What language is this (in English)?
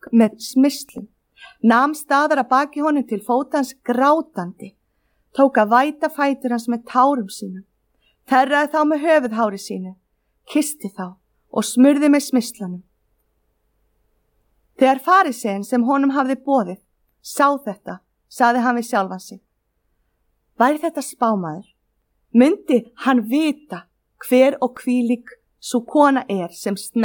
Icelandic